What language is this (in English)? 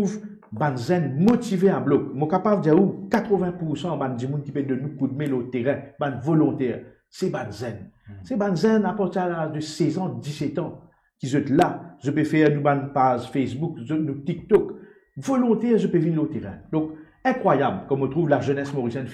Morisyen